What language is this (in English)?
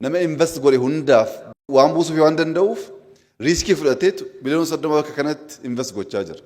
Oromo